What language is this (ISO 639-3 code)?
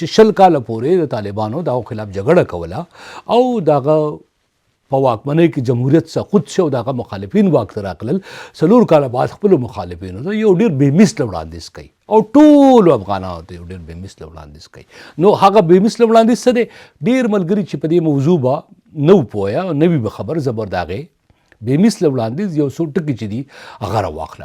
pus